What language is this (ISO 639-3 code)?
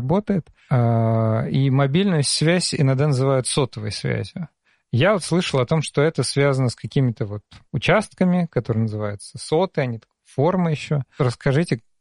rus